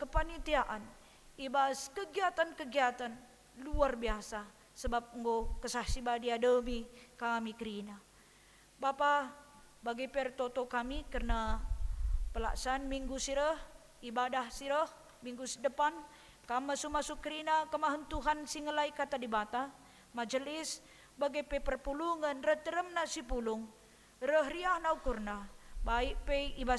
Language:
Batak Karo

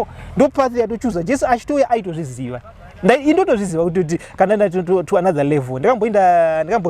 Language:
Shona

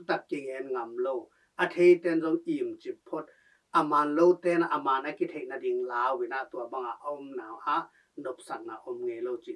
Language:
Tedim Chin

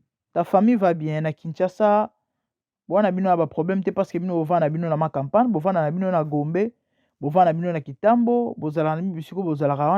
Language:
Lingala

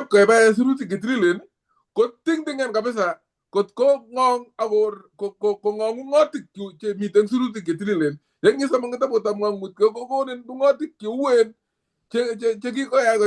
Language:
Kalenjin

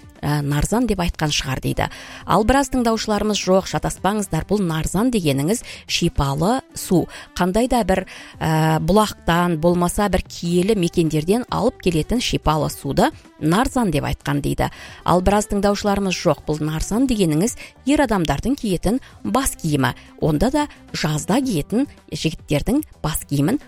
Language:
Kazakh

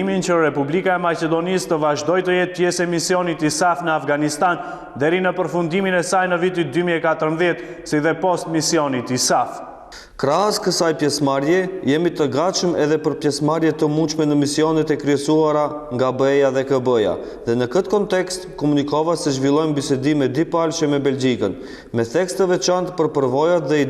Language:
Albanian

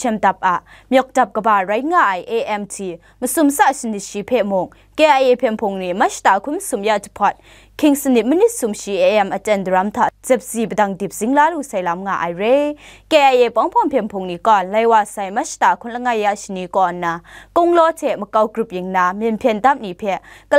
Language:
Kachin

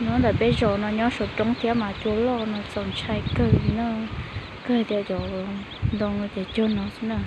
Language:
Hmong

